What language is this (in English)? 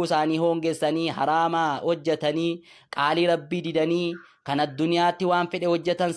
Oromo